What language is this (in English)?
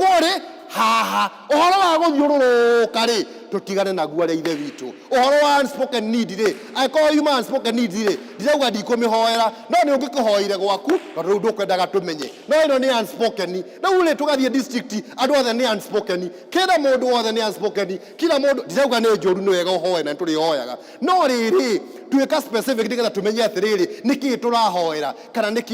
Kikuyu